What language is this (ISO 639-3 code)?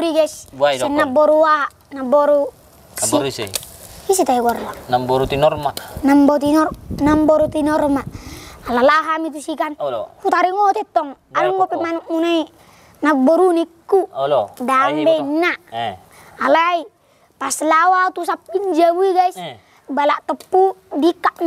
bbc